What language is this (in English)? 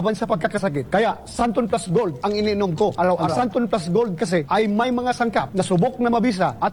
Filipino